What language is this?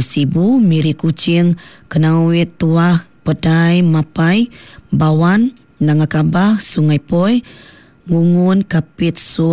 Iban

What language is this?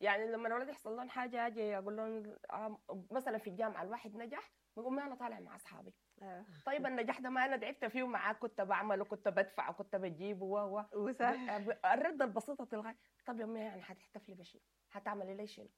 Sudanese Arabic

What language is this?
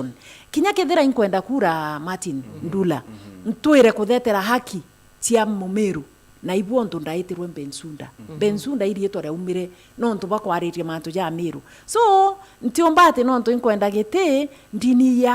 Meru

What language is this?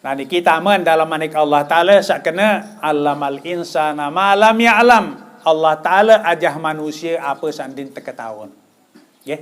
Sasak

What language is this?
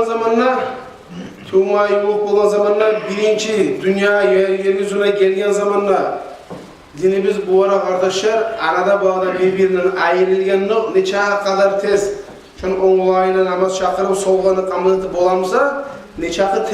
Kumyk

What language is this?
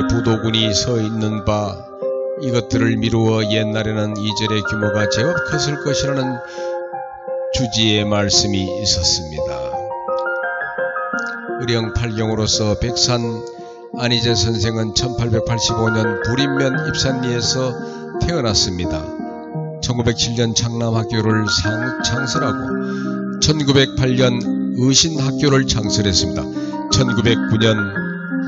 Korean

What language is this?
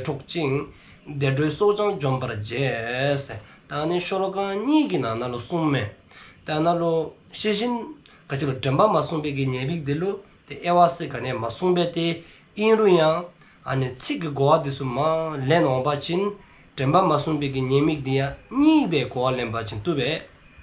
Dzongkha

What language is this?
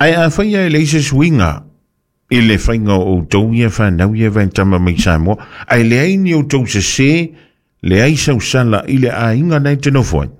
Samoan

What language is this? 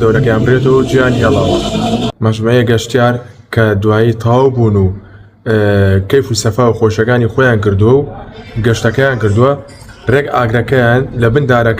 Central Kurdish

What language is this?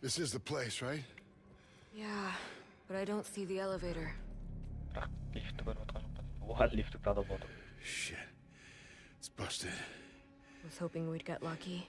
Kara-Kalpak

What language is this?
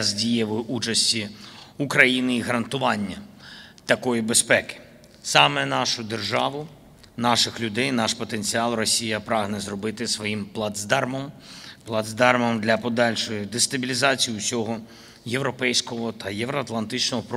Ukrainian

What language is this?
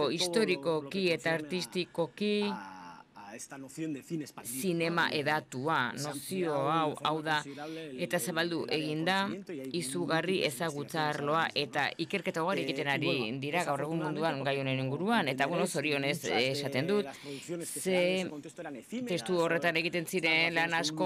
Basque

